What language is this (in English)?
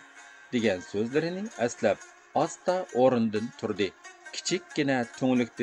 Uyghur